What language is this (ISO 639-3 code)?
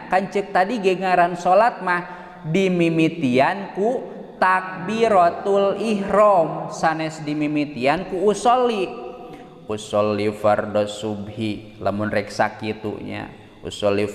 sun